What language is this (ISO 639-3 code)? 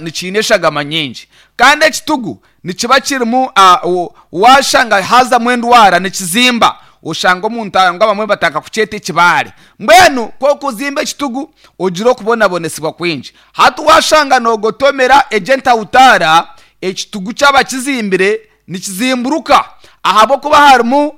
nyn